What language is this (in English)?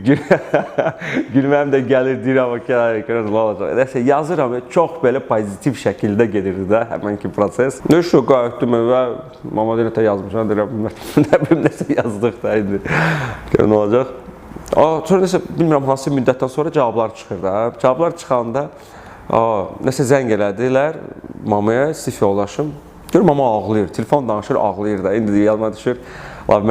Azerbaijani